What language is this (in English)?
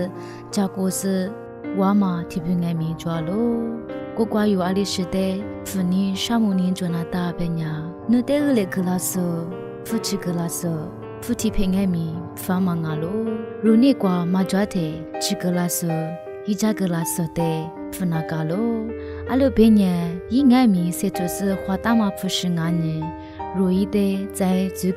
Lisu